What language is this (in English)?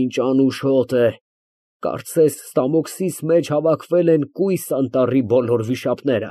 Armenian